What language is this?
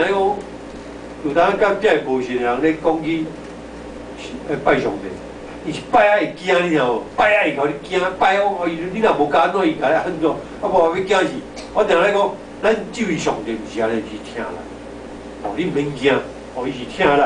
Min Nan Chinese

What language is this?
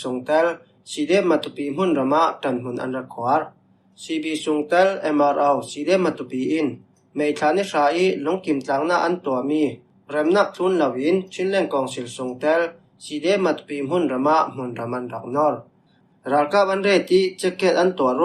Falam Chin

